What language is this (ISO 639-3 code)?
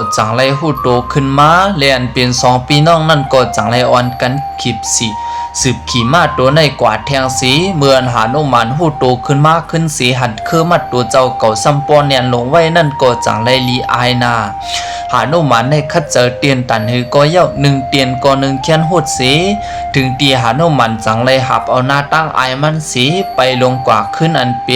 shn